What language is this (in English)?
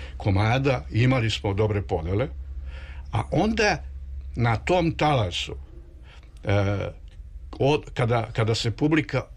Serbian